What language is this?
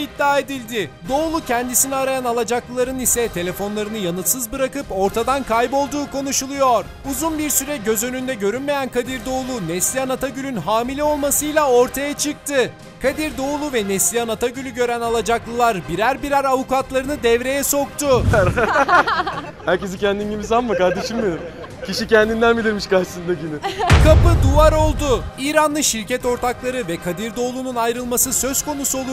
Turkish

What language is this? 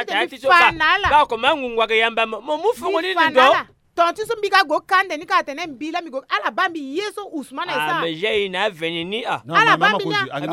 Sango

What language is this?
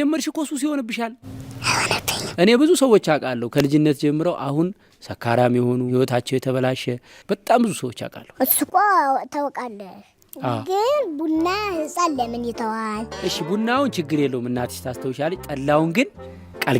Amharic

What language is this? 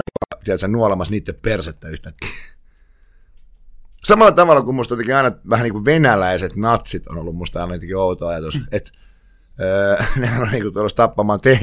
Finnish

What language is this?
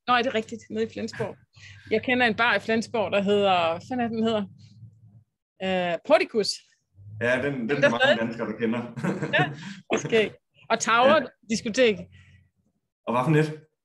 Danish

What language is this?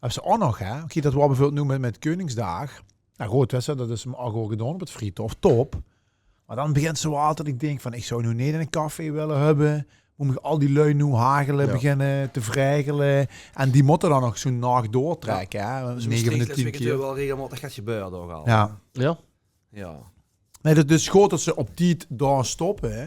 Limburgish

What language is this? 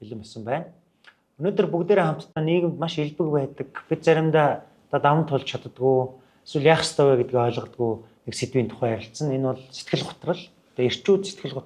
Mongolian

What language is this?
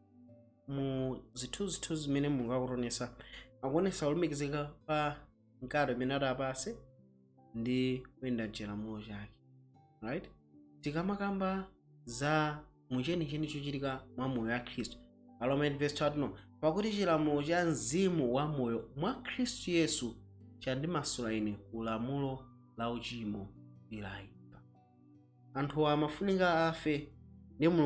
Nyanja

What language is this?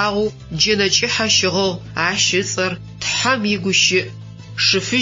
Adyghe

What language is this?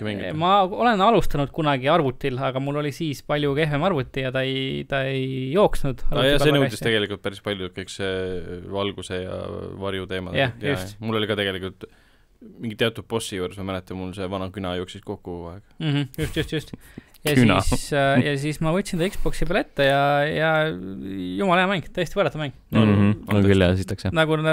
Estonian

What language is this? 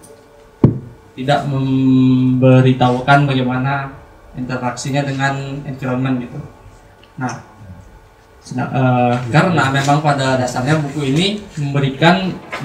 Indonesian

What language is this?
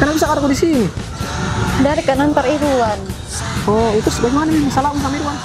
Makassar Malay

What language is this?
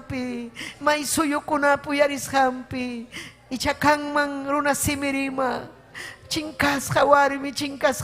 Ayacucho Quechua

